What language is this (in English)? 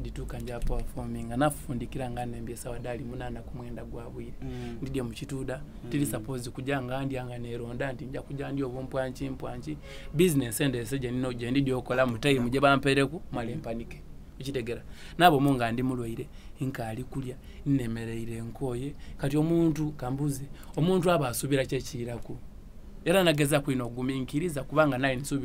Soga